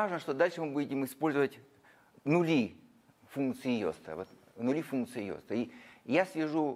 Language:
Russian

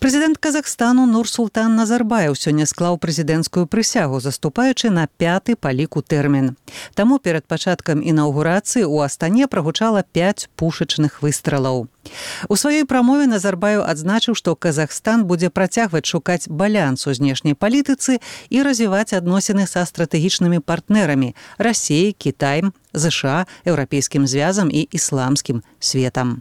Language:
Belarusian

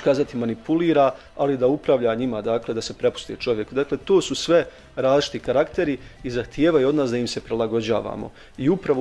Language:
Bosnian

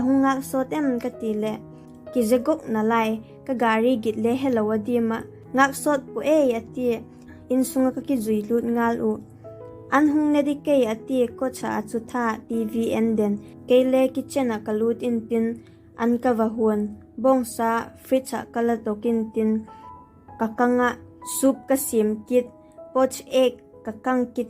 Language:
Vaiphei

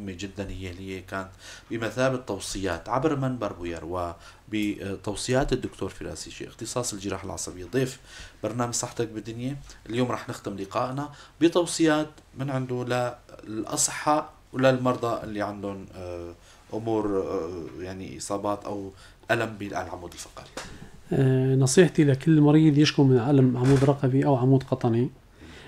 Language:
North Levantine Arabic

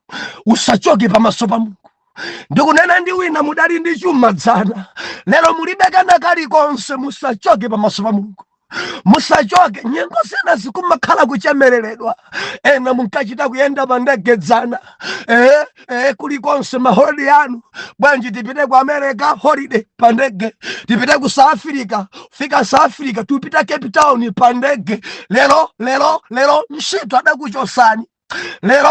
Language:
Nyanja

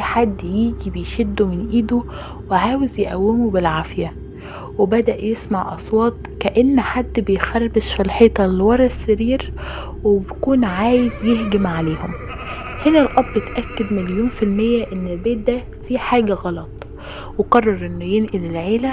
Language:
Egyptian Arabic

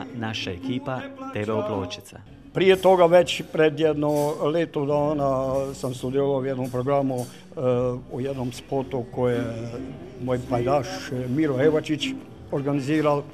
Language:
Croatian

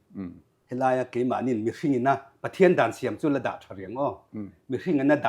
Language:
Mizo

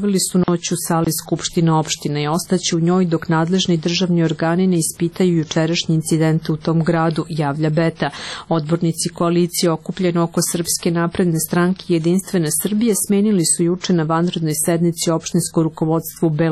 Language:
Serbian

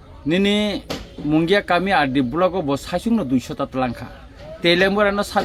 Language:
Kok Borok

